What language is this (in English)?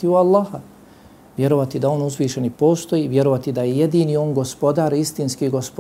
Bosnian